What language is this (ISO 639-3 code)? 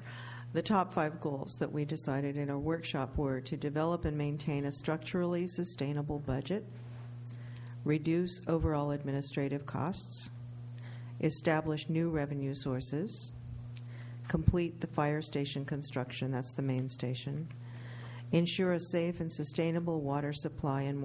eng